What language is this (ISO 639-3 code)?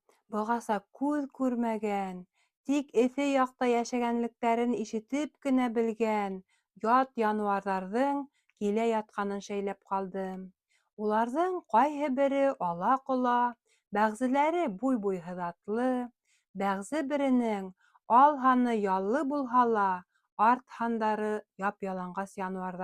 bak